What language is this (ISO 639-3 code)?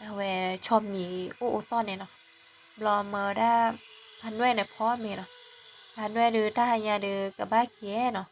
ksw